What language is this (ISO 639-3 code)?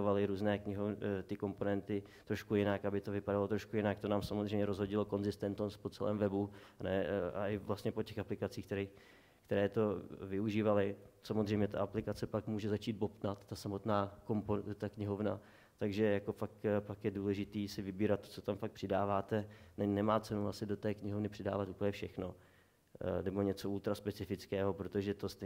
ces